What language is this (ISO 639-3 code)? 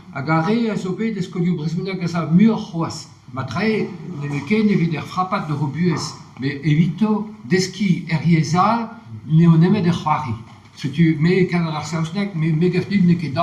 bre